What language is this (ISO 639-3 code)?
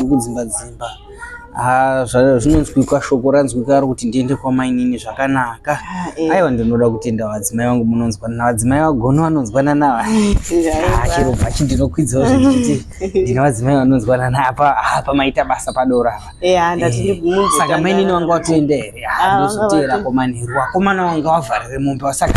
sna